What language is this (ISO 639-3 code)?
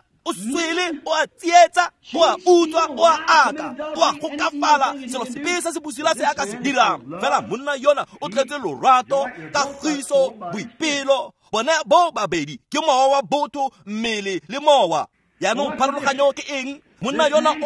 tsn